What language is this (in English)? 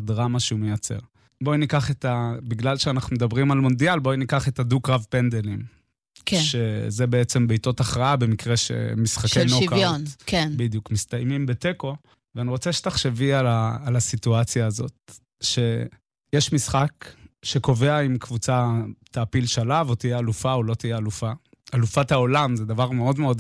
Hebrew